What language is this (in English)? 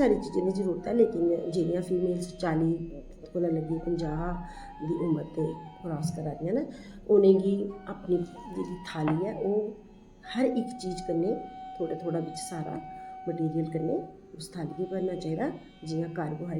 Dogri